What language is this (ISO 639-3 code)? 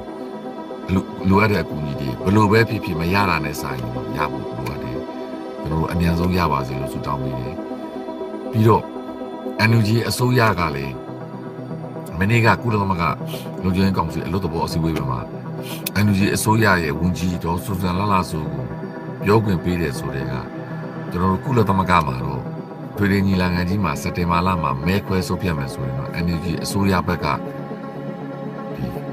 mya